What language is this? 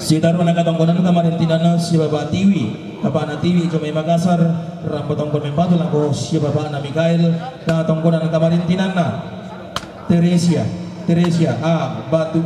Toraja-Sa'dan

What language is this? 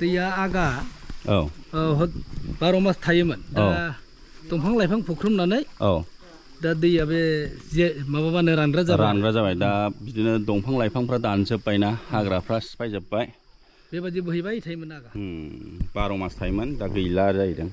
Bodo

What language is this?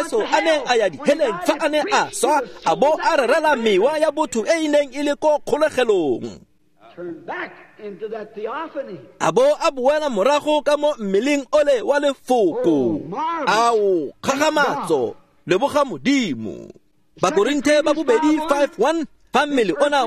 Tswana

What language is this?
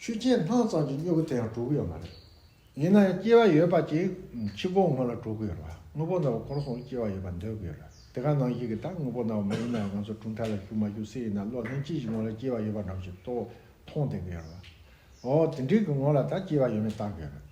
Tibetan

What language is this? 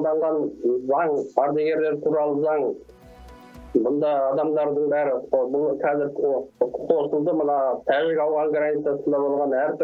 Kazakh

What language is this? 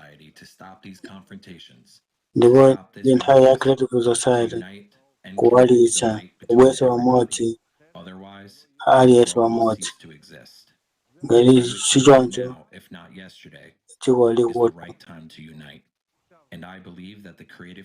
Nyanja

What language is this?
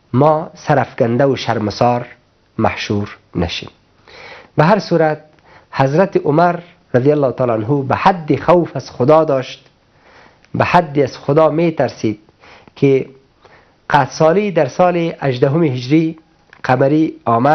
Persian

